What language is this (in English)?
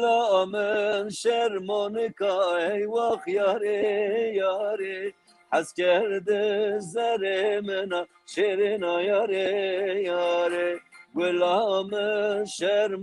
Zaza